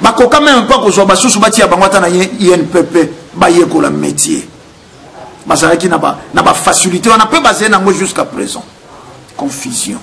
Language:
Lingala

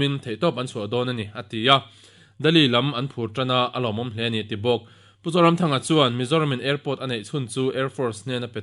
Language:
Mizo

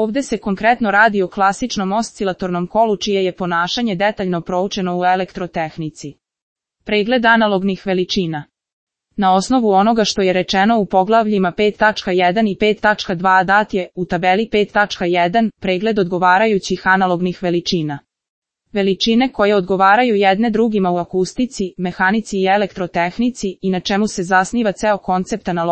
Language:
Serbian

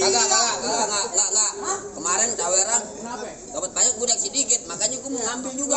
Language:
Betawi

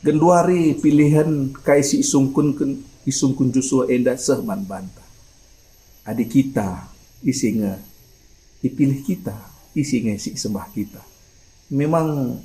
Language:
Batak Karo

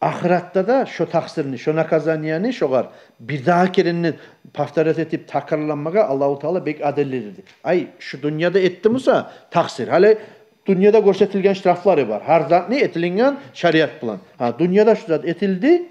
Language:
Kumyk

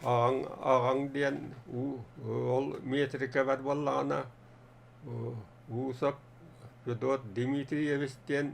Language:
Yakut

